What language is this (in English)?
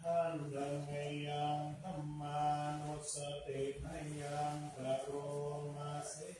Pali